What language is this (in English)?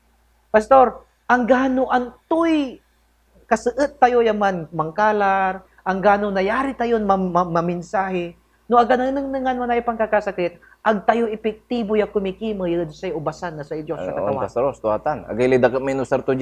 Pangasinan